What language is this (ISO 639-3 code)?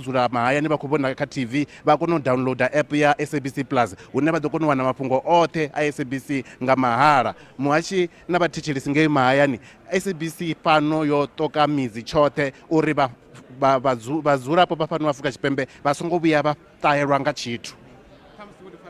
ven